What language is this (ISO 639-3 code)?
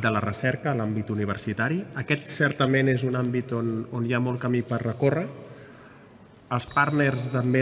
cat